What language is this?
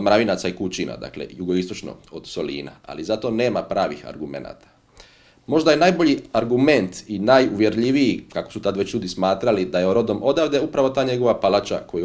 Croatian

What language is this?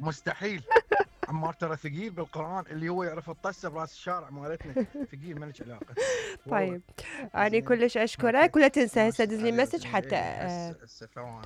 Mesopotamian Arabic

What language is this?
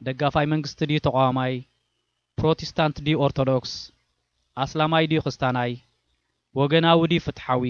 Tigrinya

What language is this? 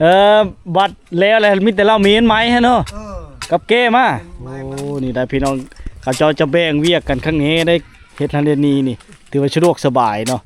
Lao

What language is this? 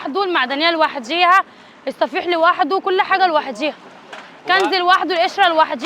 Egyptian Arabic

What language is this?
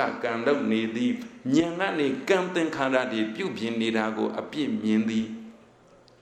Burmese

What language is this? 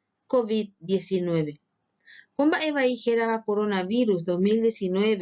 Guarani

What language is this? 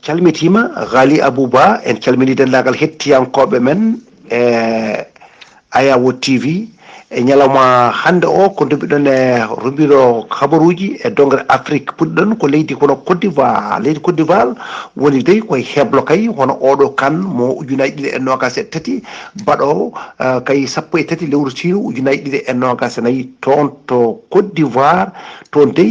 Fula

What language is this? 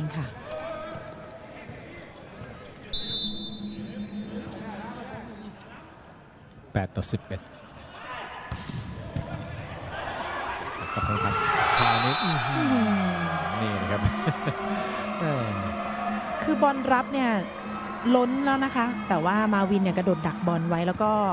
Thai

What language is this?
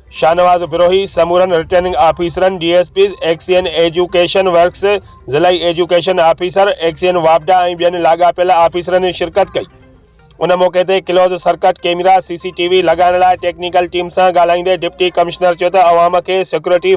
Sindhi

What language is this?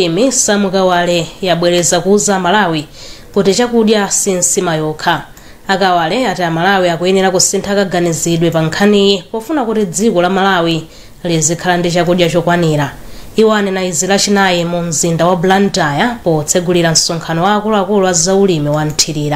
Nyanja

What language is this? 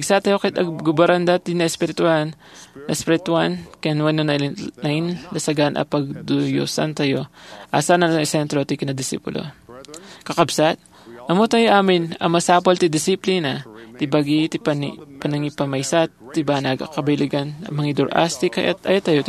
Iloko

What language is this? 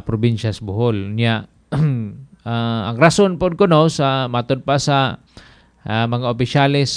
Cebuano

